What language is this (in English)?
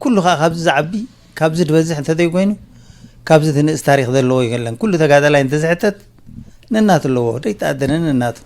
Tigrinya